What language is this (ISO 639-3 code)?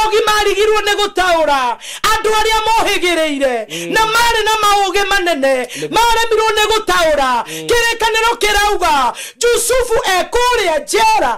kik